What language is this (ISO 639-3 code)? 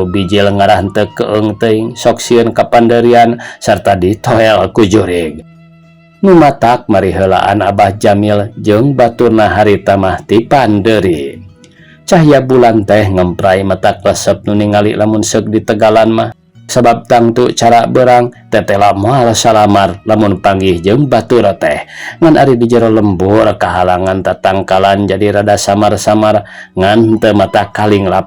sun